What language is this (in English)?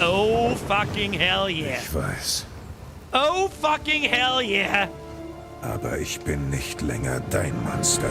Bavarian